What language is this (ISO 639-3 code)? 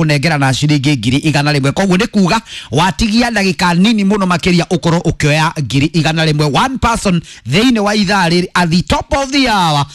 kik